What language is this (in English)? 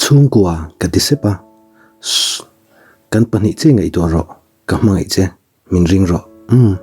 Mizo